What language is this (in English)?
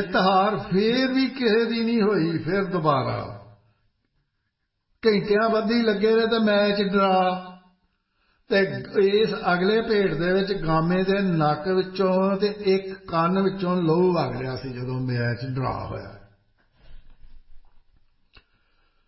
Punjabi